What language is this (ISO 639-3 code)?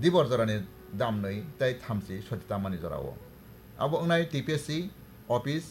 trp